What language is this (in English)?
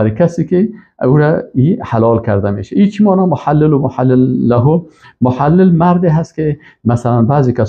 Persian